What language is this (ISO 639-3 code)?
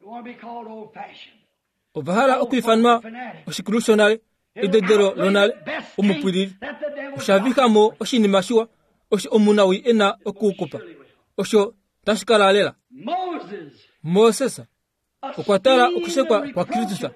kua